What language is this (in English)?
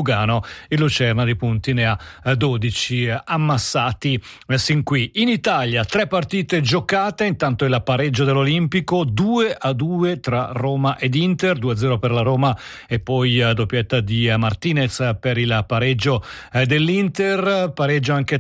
Italian